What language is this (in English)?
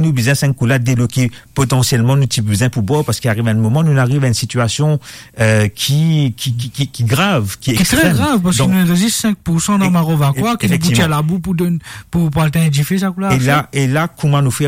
Morisyen